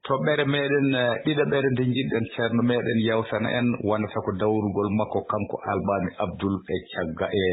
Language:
Fula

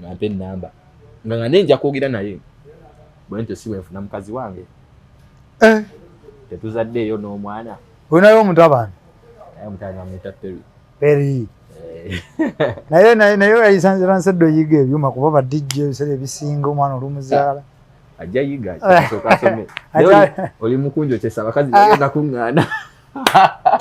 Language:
Ganda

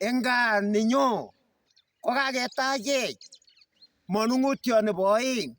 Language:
Kalenjin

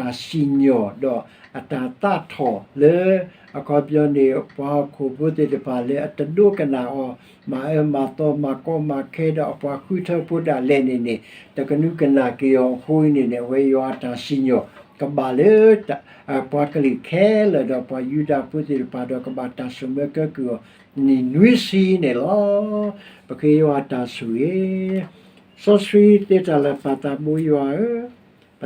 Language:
S'gaw Karen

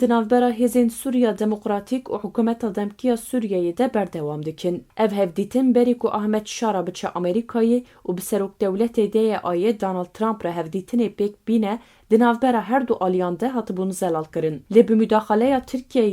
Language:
Kurdish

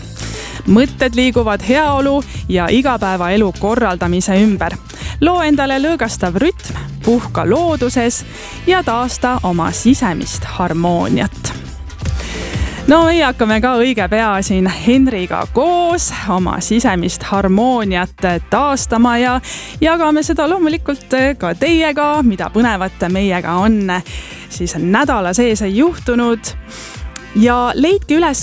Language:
Estonian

